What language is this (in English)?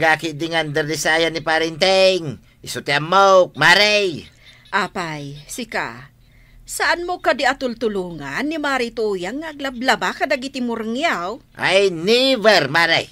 Iloko